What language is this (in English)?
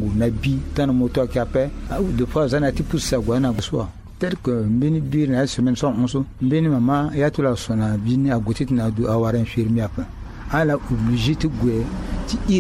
Sango